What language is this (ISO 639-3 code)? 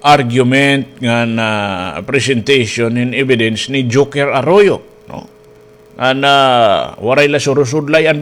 war